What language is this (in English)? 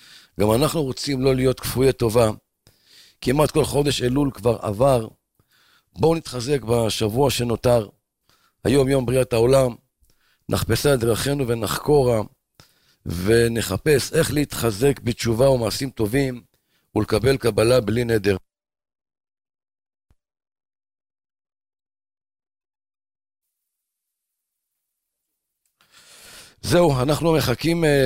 Hebrew